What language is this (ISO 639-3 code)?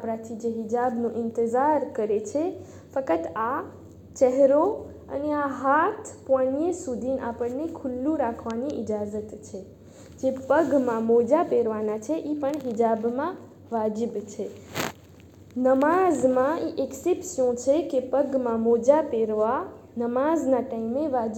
guj